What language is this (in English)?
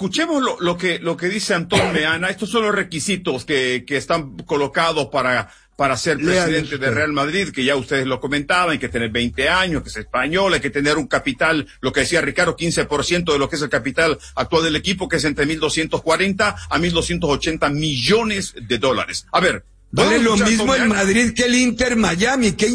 Spanish